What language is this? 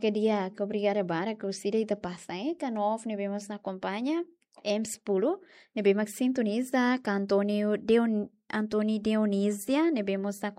Tetum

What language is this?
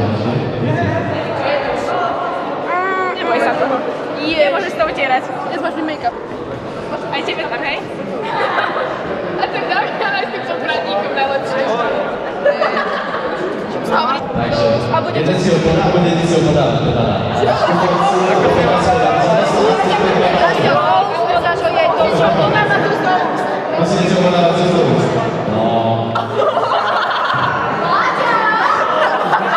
Slovak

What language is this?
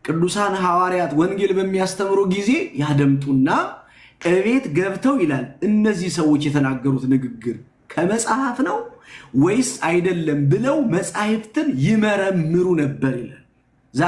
Amharic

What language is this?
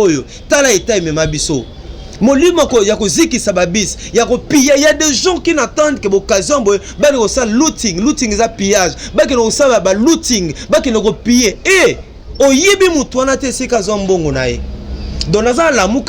Lingala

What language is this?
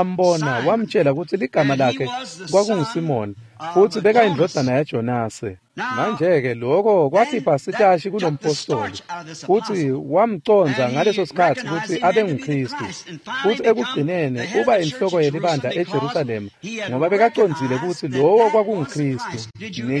Swati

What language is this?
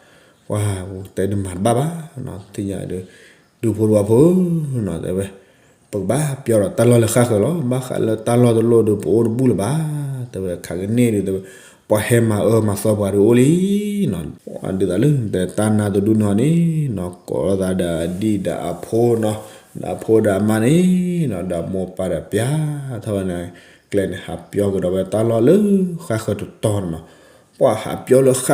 S'gaw Karen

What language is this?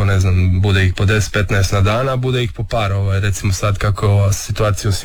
Croatian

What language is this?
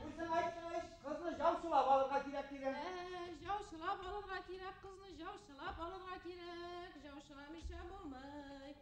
Bashkir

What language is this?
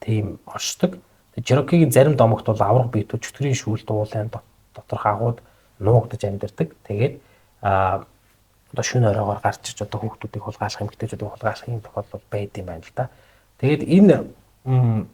Mongolian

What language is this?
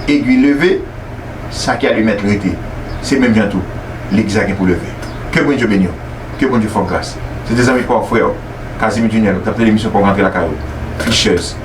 Haitian Creole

